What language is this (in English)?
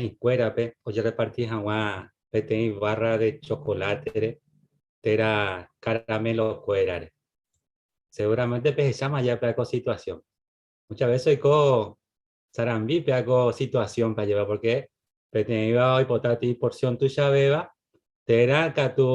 Guarani